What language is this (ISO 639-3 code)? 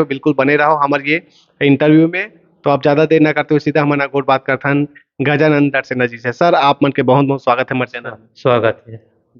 hne